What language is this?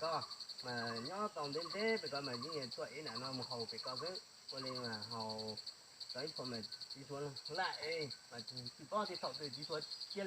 Hmong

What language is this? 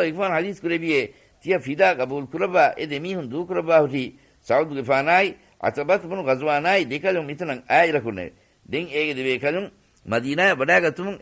Divehi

